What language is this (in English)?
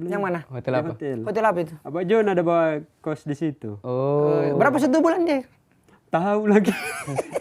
Manado Malay